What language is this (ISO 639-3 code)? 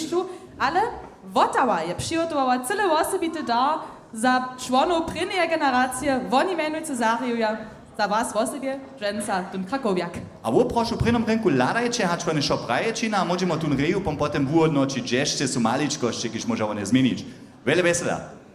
hsb